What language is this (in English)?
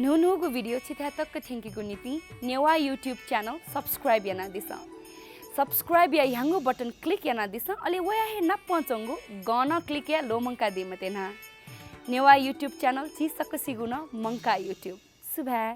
Newari